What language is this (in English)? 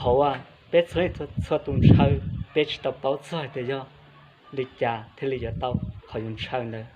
Hmong